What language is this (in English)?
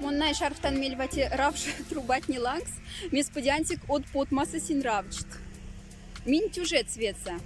Moksha